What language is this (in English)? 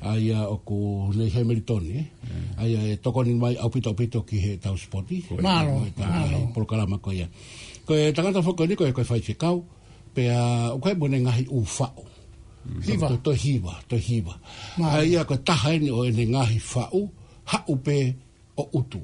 Tongan